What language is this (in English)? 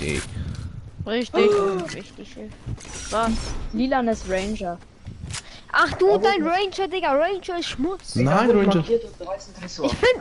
Bavarian